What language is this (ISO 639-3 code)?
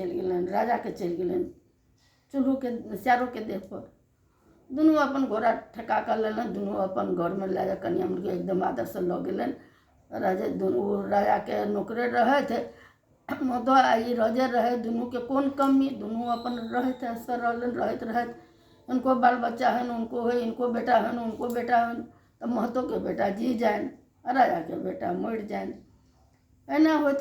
mai